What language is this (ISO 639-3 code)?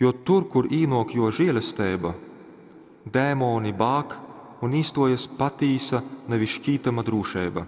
ltg